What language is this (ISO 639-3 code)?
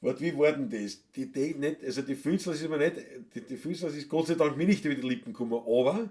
bar